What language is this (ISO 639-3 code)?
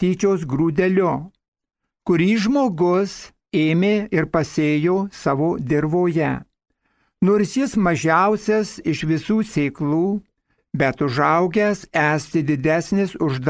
lit